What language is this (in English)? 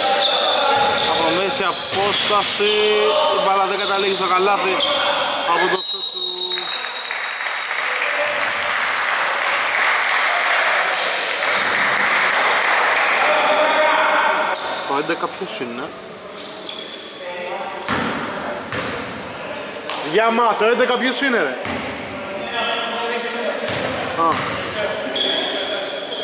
Greek